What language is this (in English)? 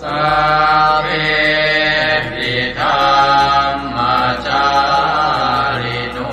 Pali